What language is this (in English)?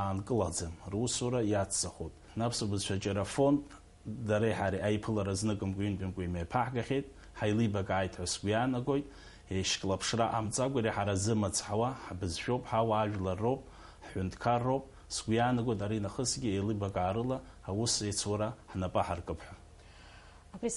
Abkhazian